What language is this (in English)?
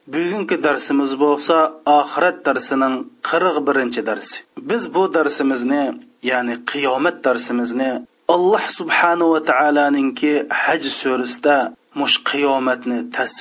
Uyghur